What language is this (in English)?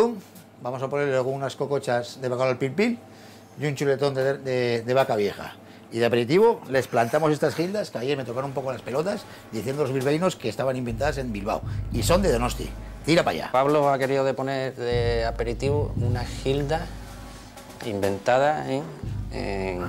Spanish